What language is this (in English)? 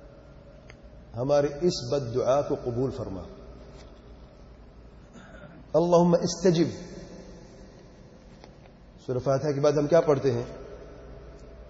Urdu